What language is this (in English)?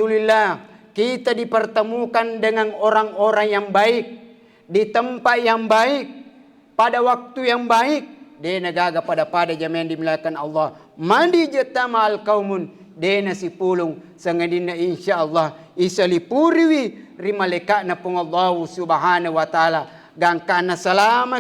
Buginese